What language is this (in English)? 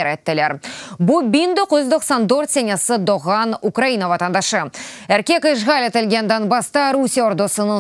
Crimean Tatar